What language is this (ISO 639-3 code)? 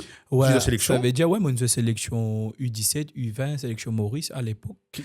mfe